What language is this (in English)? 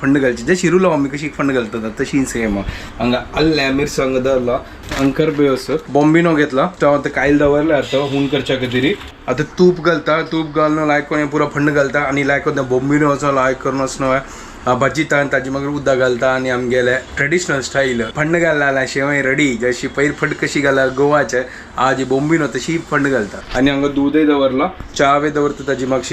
Konkani